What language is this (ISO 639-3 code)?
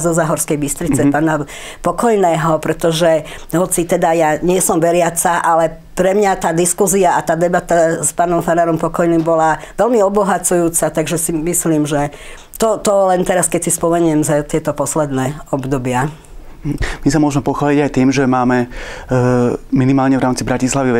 slk